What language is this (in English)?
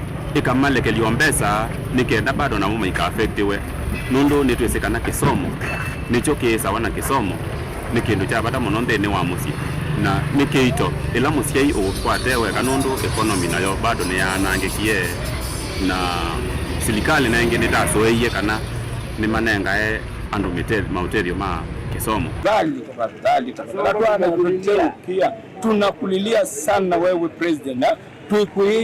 Kamba